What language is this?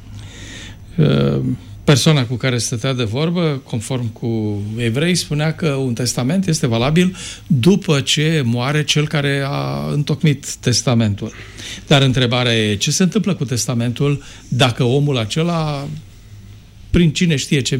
Romanian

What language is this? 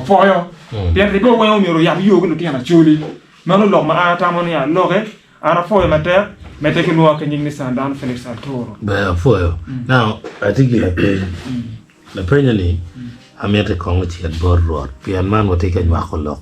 Acoli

